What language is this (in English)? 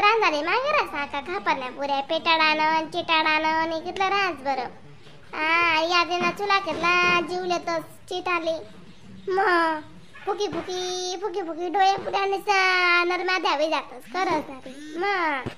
Khandesi